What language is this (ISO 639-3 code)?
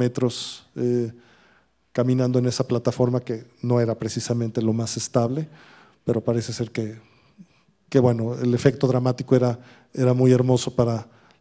spa